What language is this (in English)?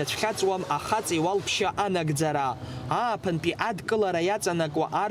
Abkhazian